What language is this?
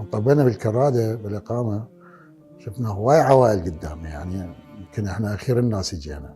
Mesopotamian Arabic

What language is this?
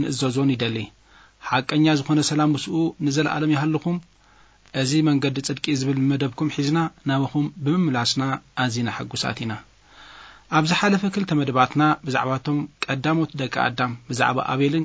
Tigrinya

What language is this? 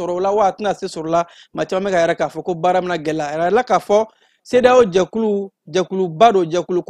Bambara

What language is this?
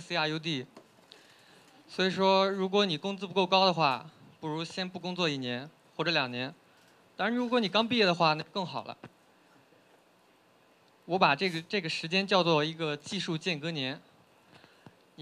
Chinese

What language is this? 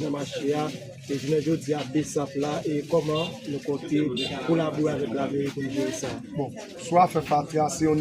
Haitian Creole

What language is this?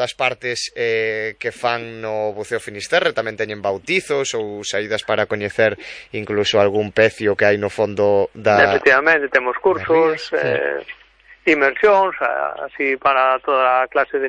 Galician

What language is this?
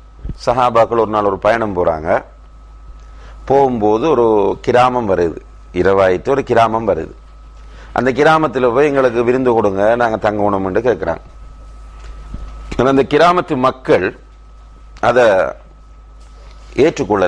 Tamil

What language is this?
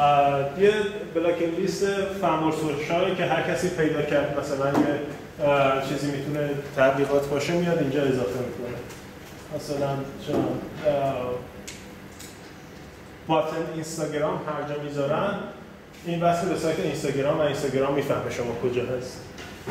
Persian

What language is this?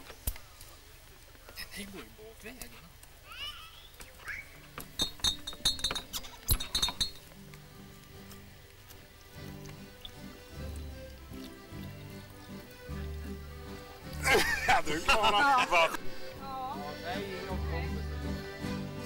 Swedish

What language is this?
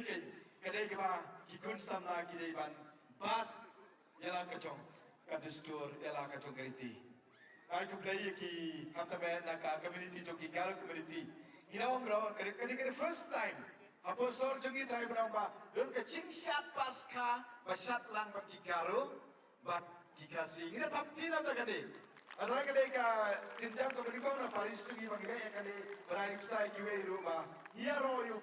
Khasi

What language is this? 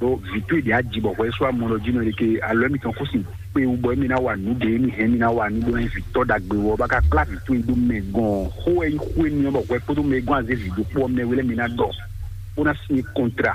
Fon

